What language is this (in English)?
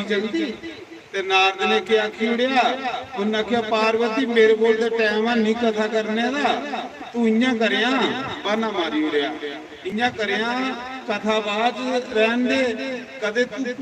Dogri